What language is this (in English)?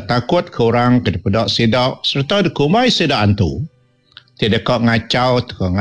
Iban